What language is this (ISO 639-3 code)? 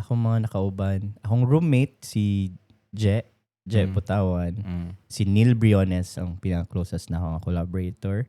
ceb